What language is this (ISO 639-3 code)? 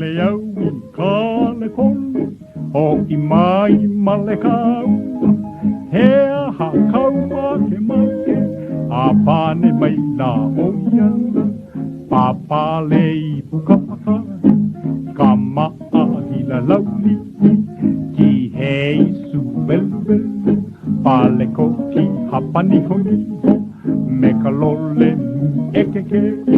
haw